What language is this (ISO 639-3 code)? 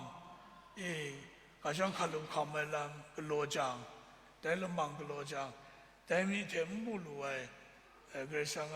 kac